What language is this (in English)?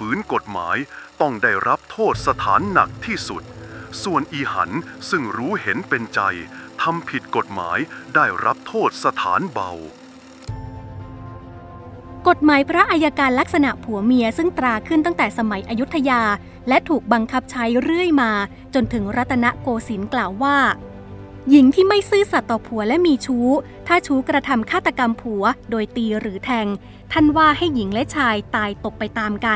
Thai